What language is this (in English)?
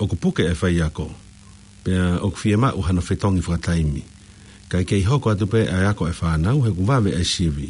Tongan